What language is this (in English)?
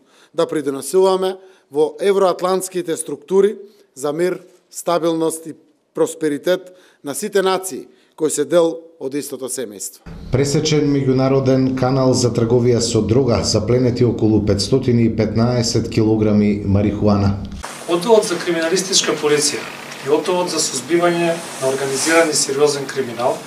Macedonian